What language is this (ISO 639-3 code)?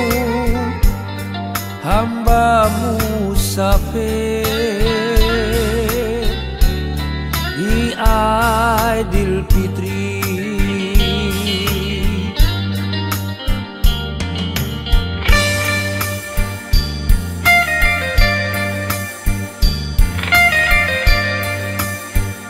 msa